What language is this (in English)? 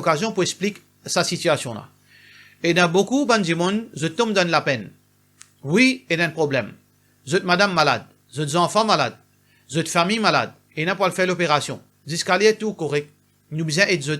Morisyen